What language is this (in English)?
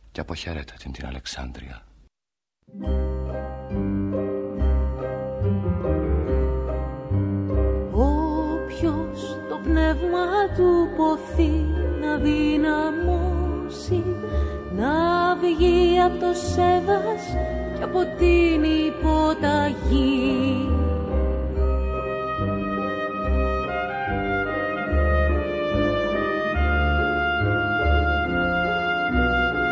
Greek